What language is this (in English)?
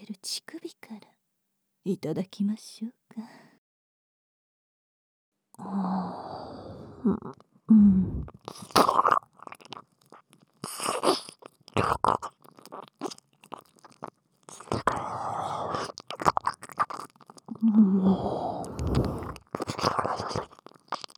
Japanese